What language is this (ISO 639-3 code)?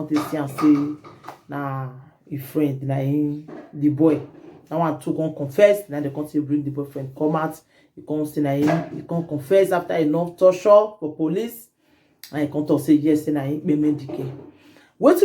pcm